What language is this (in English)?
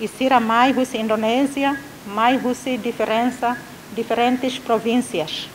Tetum